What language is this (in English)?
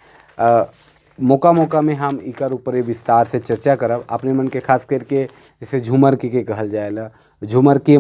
Sadri